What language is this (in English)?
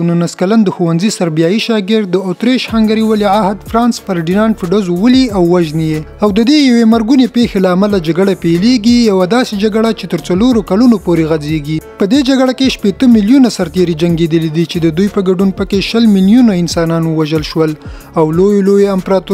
Pashto